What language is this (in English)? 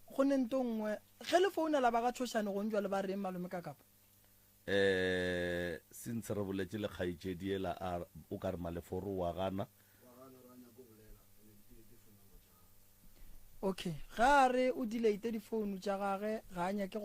Northern Sotho